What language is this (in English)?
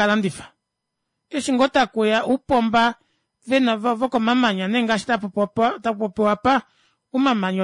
Kuanyama